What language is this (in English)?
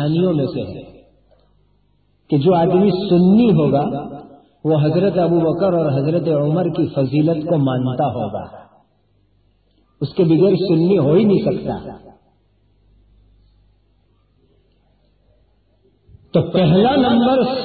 Urdu